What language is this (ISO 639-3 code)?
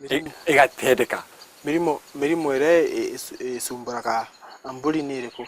mer